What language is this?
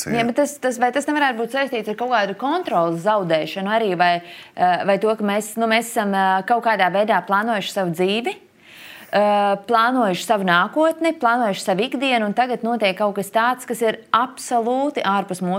Latvian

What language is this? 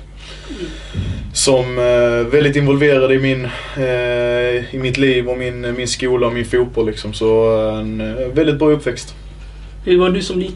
Swedish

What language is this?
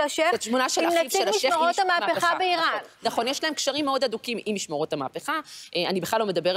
Hebrew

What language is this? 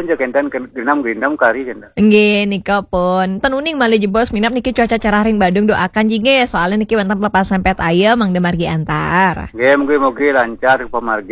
Balinese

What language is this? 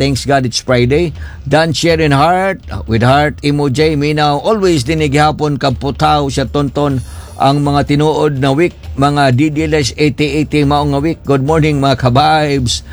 Cebuano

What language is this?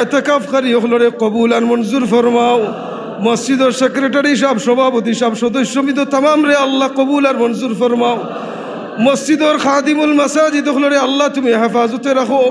Sylheti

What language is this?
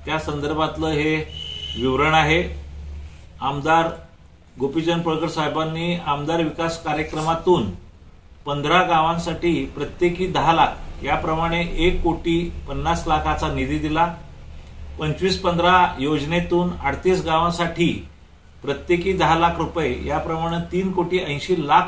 Marathi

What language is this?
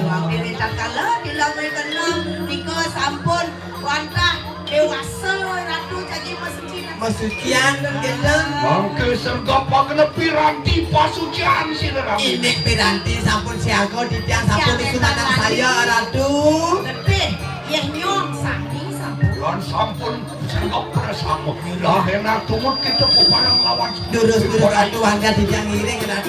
Balinese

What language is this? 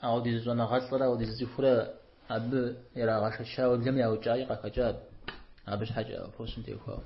Kabardian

